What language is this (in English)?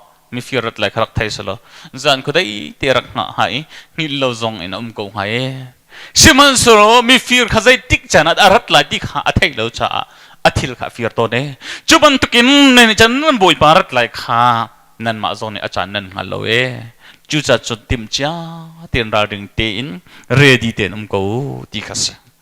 Hakha Chin